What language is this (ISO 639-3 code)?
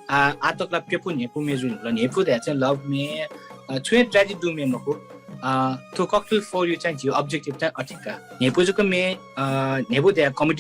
new